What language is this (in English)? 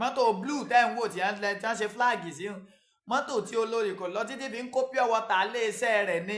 Yoruba